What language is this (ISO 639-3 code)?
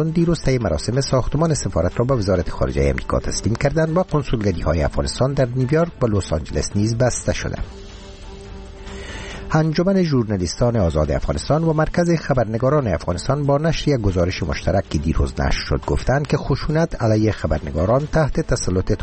fas